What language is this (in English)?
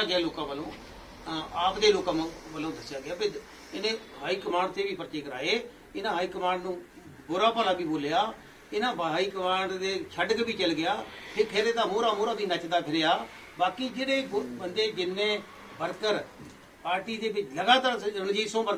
Punjabi